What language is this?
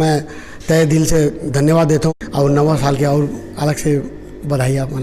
Chhattisgarhi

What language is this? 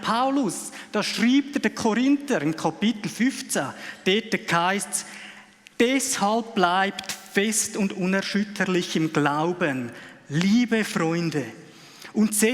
Swiss German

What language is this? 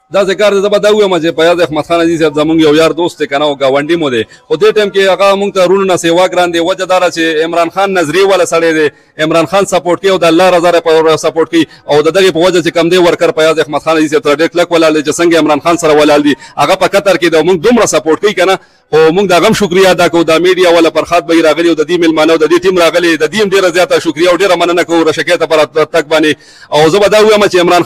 Pashto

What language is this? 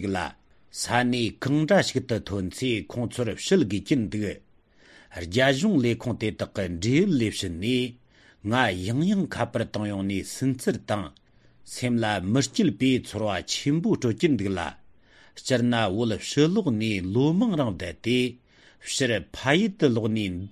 Tibetan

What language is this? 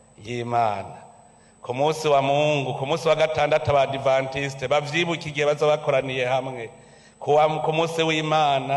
Rundi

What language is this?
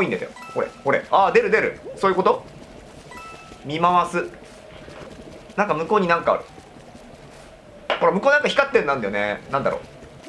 Japanese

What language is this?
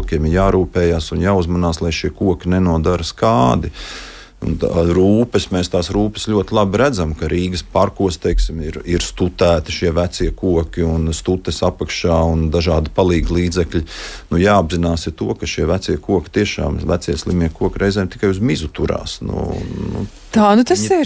Latvian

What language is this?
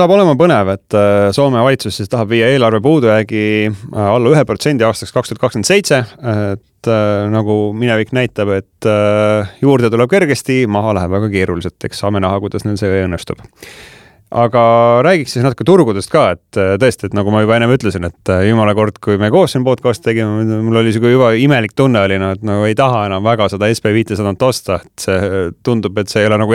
Estonian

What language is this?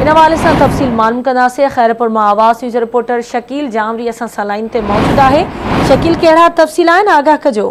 Sindhi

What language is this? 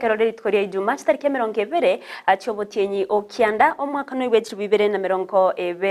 Gusii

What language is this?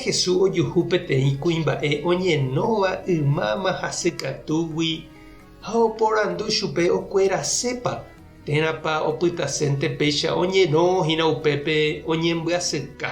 Guarani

